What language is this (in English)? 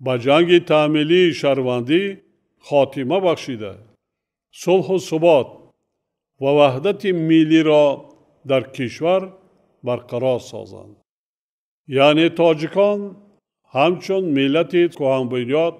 Tajik